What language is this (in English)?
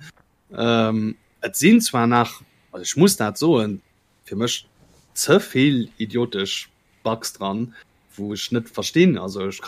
Luxembourgish